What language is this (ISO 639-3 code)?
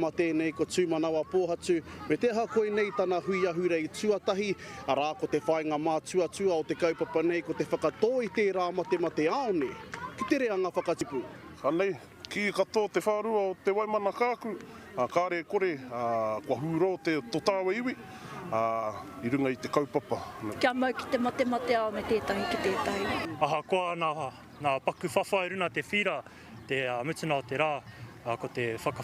mri